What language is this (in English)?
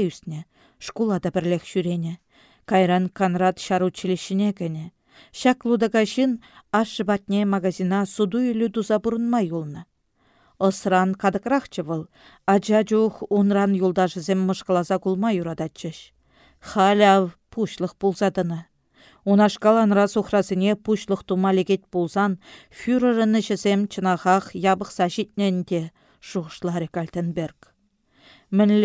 Chuvash